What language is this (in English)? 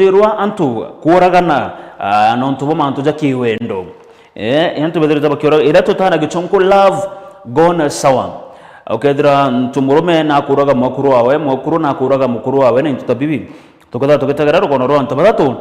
Meru